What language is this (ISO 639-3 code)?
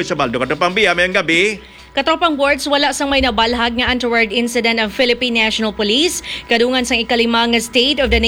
hil